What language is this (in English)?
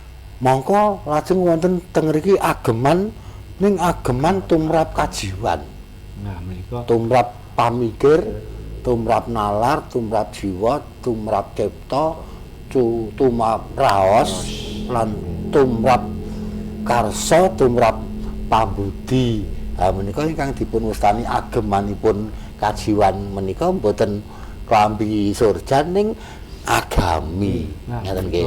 Javanese